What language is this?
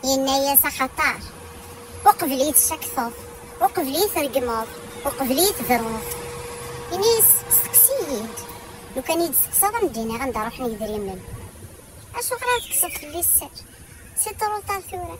Kabyle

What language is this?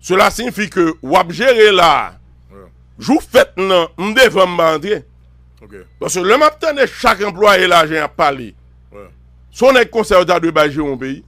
Haitian Creole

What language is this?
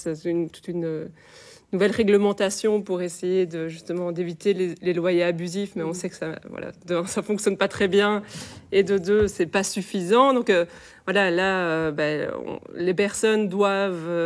French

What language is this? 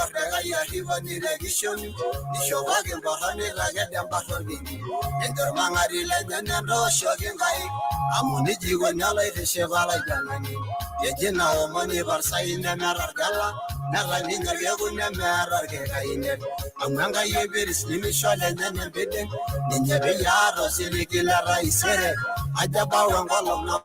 Masai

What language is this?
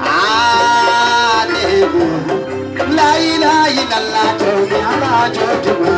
Fula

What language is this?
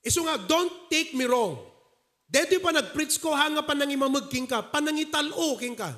Iloko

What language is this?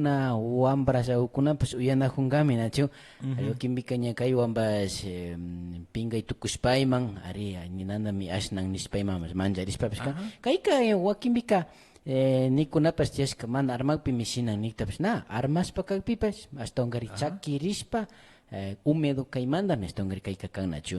Imbabura Highland Quichua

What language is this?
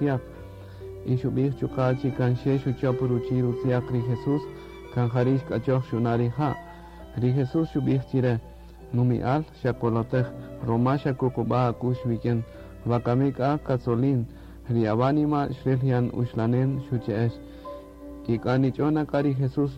Kaqchikel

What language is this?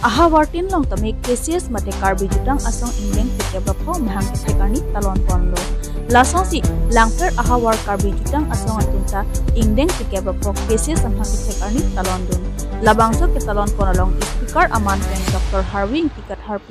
Karbi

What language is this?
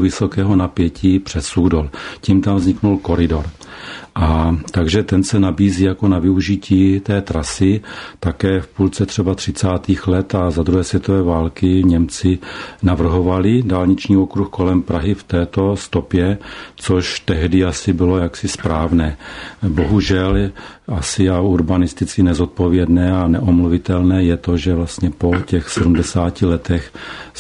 Czech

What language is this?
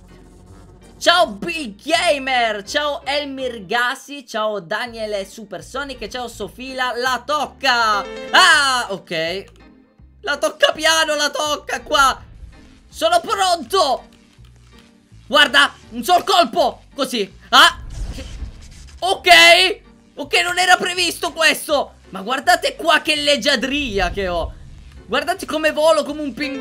Italian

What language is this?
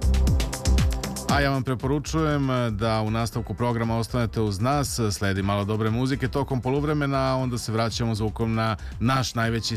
Serbian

